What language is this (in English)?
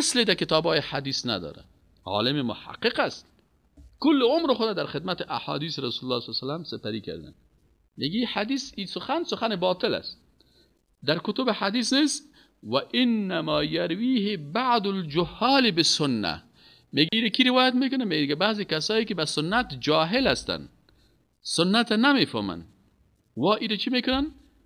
Persian